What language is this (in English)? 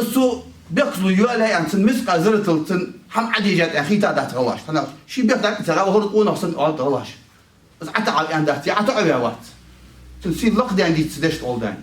Ingush